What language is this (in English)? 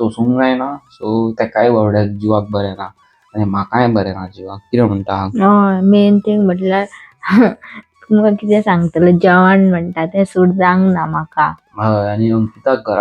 Konkani